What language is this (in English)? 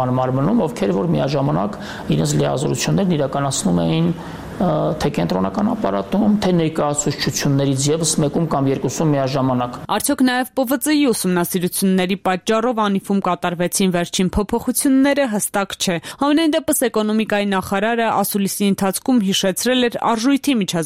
Armenian